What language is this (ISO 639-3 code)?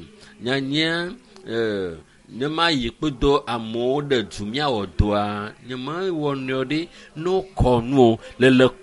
ewe